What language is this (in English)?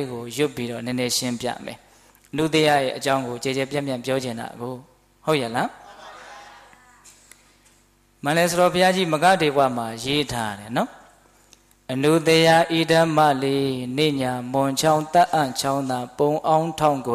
Burmese